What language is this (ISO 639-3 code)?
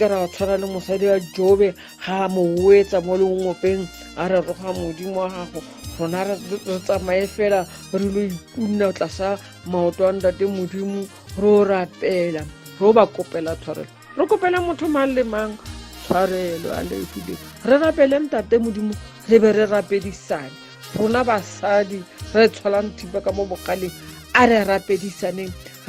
tsn